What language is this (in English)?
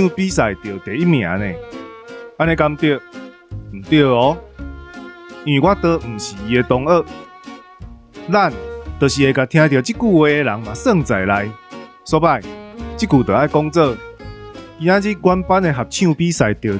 Min Nan Chinese